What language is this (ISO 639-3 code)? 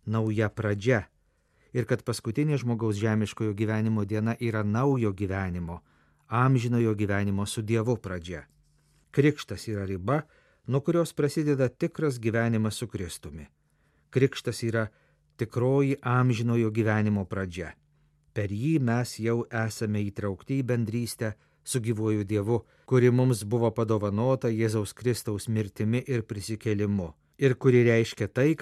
lit